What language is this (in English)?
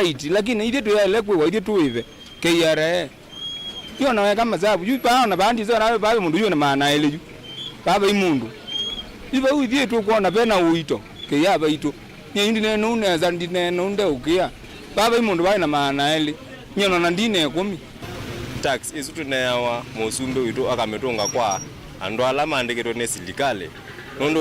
Kamba